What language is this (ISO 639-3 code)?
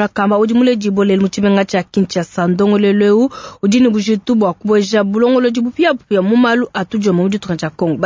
lua